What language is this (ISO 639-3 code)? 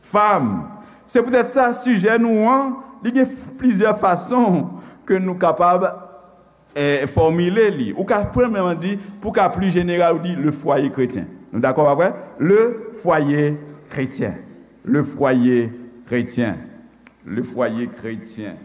hat